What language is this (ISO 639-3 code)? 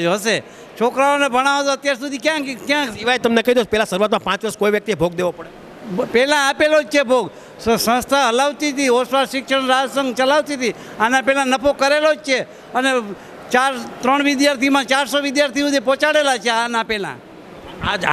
guj